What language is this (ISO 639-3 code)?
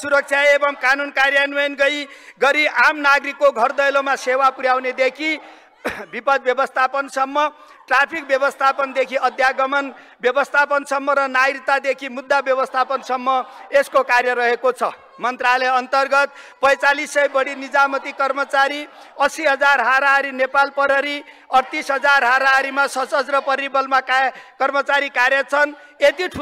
nep